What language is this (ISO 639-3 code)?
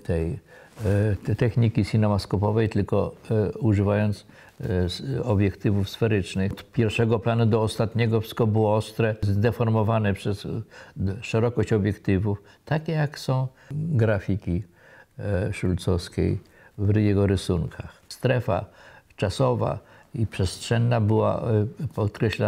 pol